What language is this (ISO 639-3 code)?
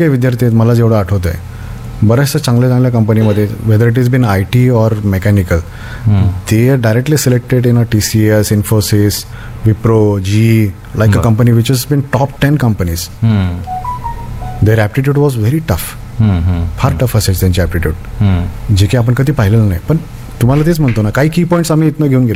mar